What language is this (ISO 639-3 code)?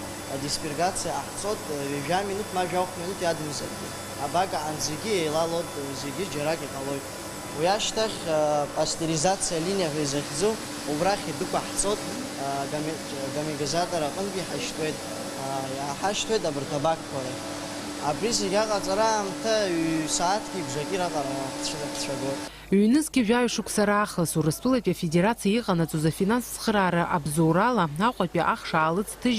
abk